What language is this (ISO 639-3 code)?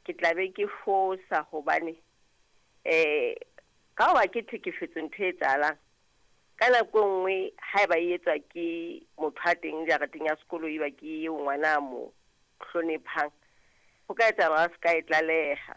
sot